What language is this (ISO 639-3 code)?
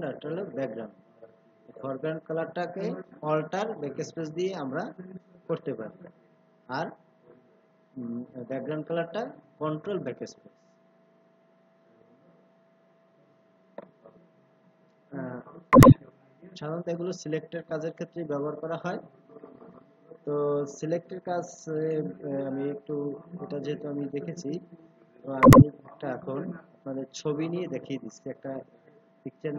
ben